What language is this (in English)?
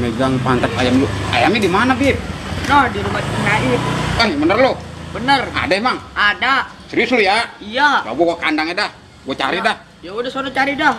Betawi